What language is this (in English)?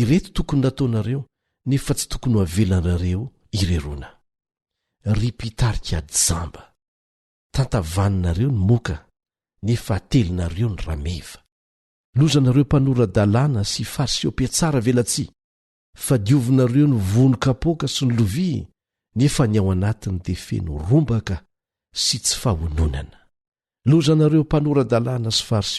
Malagasy